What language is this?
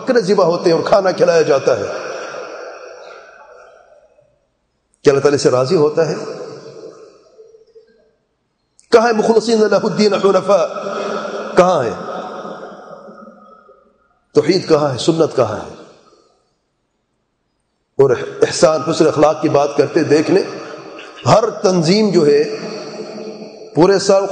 Urdu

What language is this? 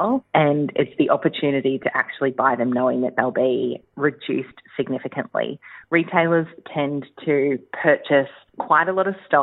Kurdish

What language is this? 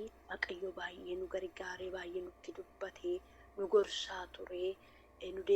Oromo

